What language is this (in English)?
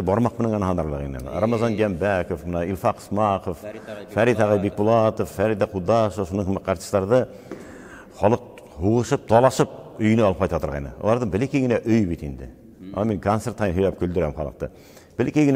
Bashkir